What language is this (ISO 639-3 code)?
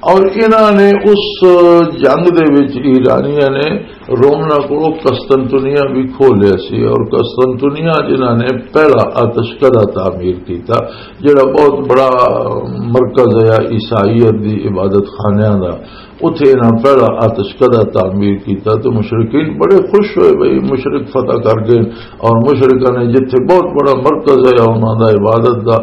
lah